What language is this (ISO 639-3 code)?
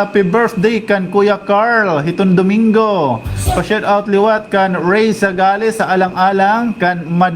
war